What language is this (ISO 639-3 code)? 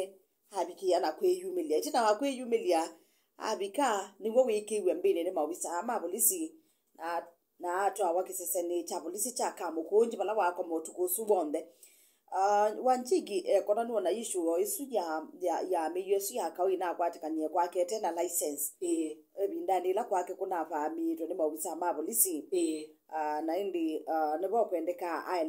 kam